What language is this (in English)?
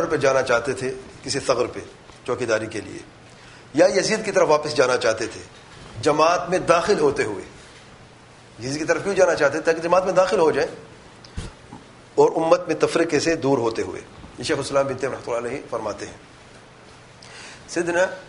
Urdu